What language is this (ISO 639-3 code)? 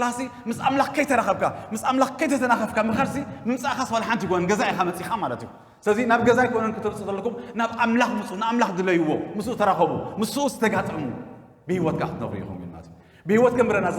tir